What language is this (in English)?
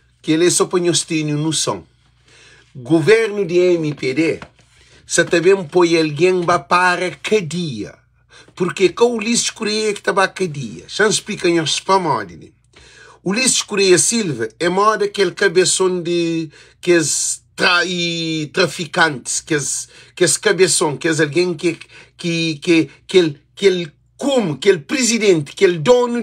Kabuverdianu